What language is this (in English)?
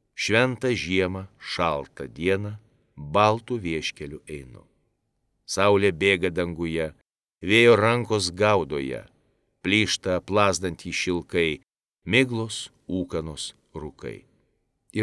Lithuanian